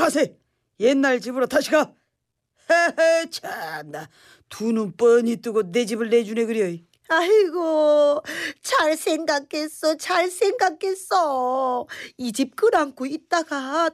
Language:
Korean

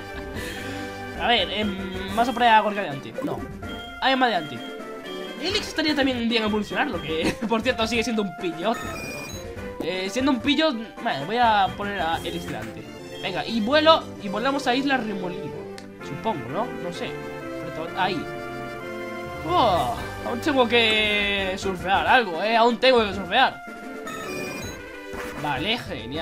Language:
Spanish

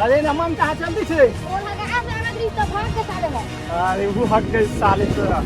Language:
Chhattisgarhi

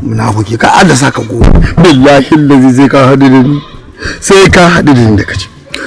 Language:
Hausa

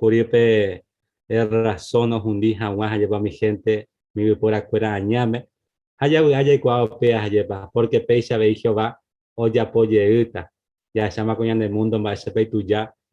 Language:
Guarani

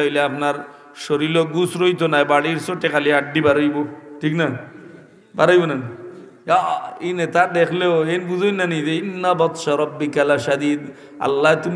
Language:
Sylheti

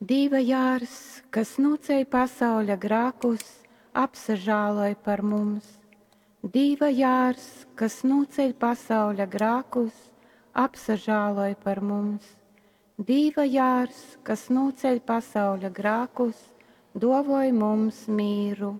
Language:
Latgalian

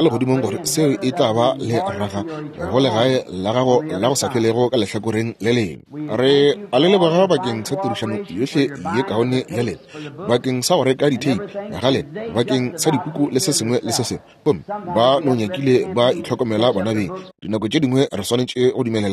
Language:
Northern Sotho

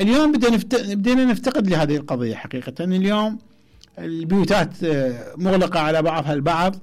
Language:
Mesopotamian Arabic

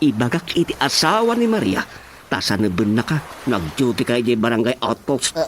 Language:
Iloko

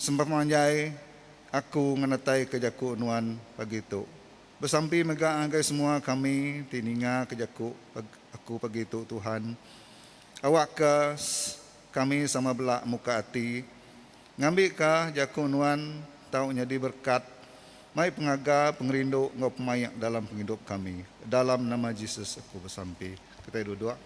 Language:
Iban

